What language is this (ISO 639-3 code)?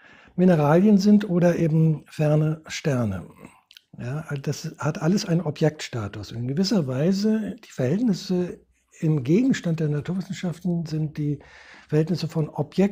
deu